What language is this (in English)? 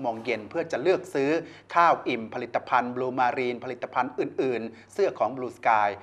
Thai